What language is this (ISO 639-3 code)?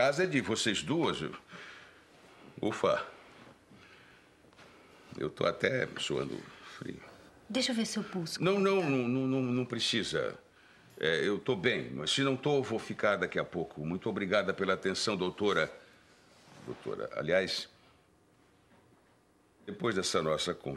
por